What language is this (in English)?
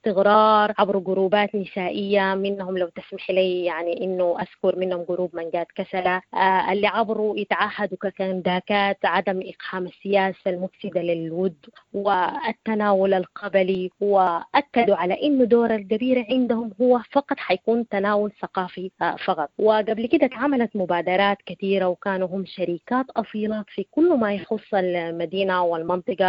Sudanese Arabic